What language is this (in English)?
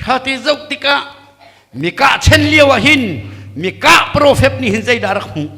Hakha Chin